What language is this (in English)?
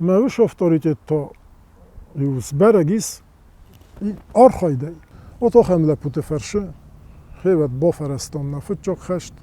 Ossetic